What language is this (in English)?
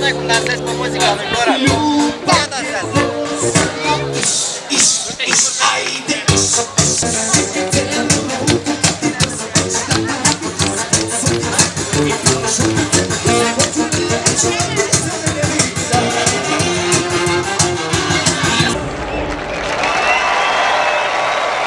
Romanian